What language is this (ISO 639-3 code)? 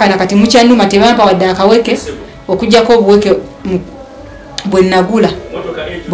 lug